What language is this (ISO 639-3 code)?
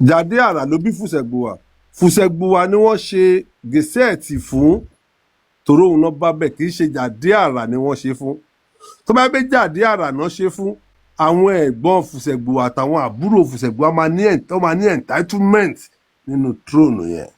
yor